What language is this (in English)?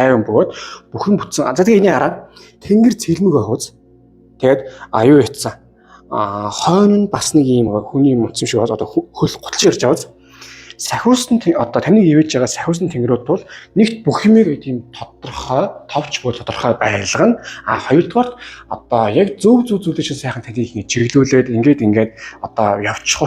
Mongolian